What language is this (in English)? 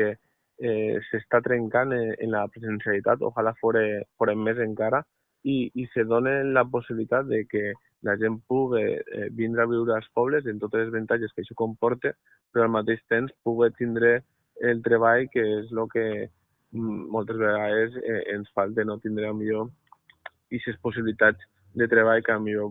Catalan